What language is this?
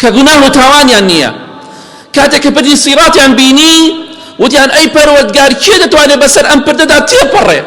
Central Kurdish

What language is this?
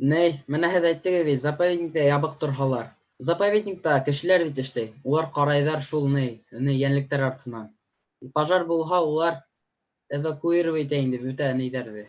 Bashkir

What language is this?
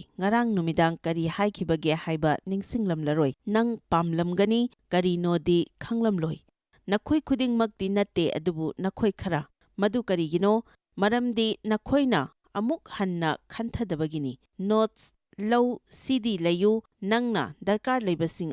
Manipuri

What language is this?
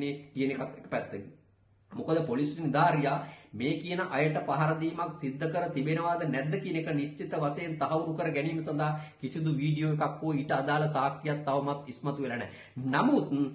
Sinhala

